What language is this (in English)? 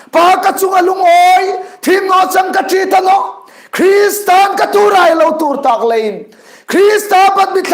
Hmar